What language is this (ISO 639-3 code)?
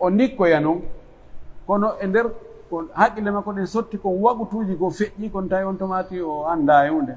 fuf